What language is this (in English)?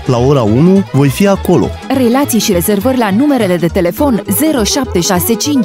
Romanian